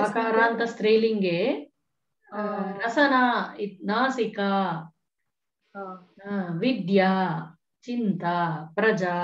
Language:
Sanskrit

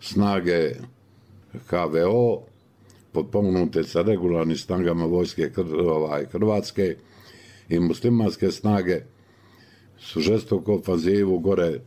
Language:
Bosnian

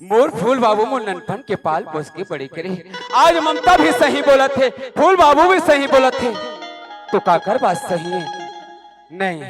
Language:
Chhattisgarhi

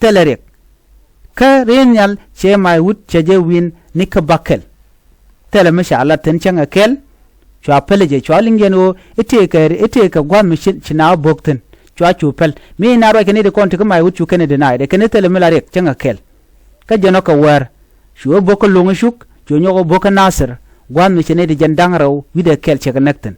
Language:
Nuer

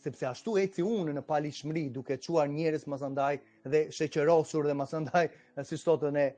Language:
Albanian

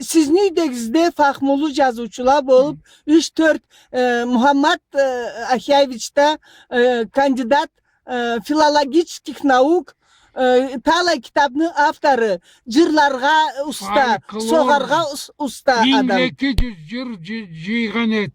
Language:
Karachay-Balkar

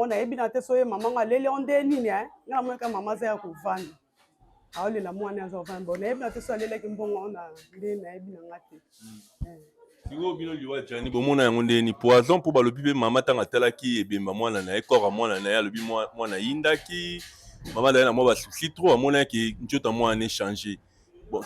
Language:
Lingala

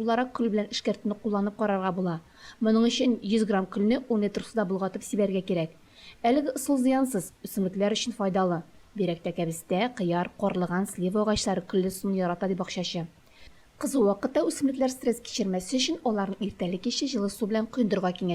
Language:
Tatar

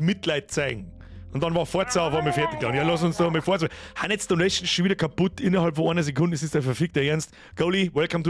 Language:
Bavarian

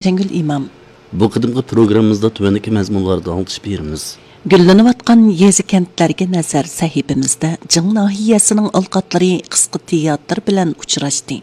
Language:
Uyghur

